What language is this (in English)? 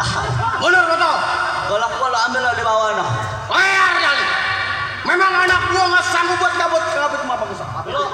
Betawi